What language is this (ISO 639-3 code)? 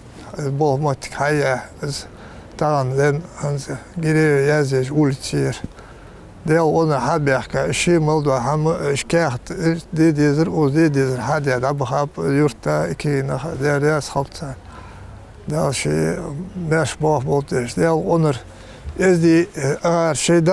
inh